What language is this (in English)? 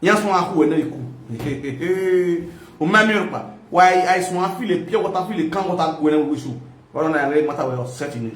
Nigerian Pidgin